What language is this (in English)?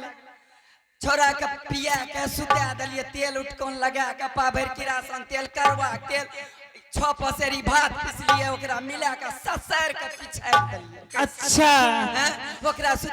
Angika